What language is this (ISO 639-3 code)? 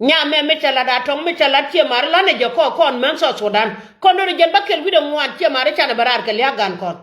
nus